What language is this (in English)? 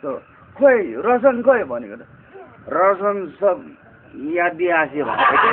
Naga Pidgin